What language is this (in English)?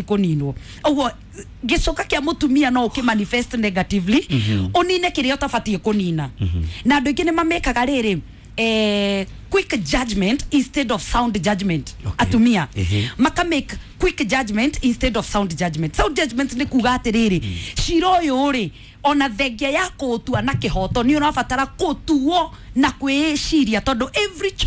Kikuyu